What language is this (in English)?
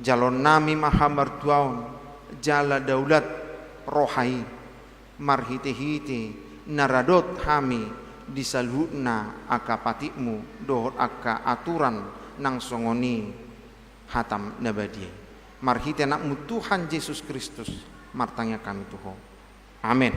Batak Toba